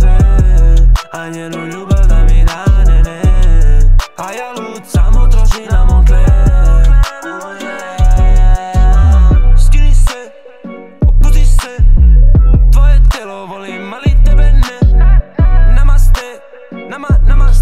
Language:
Serbian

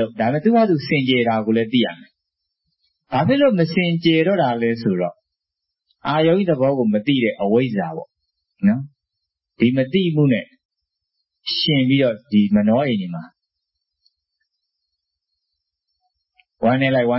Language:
Burmese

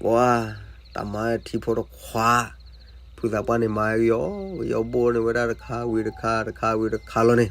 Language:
S'gaw Karen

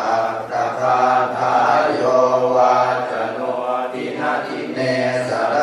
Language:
Pali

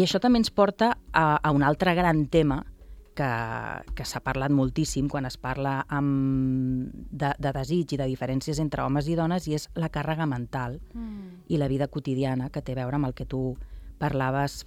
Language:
Catalan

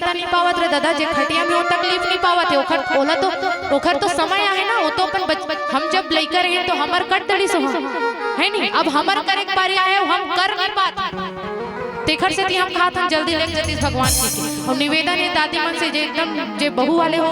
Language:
Chhattisgarhi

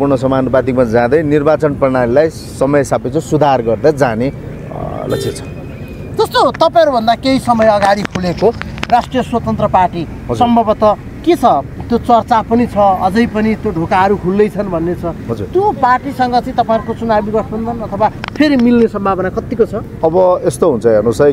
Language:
Nepali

